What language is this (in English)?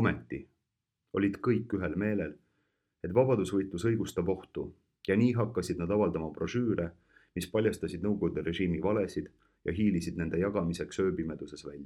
Estonian